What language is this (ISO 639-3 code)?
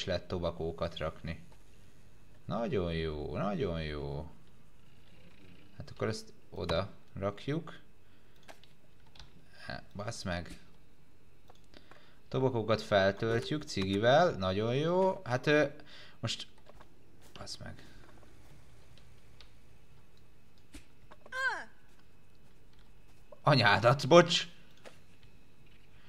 hun